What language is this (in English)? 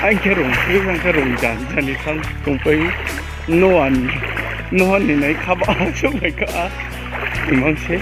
Riang (India)